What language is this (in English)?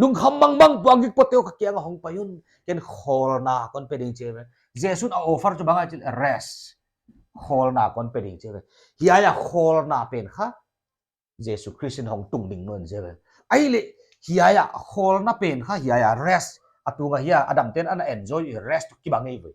Paite Chin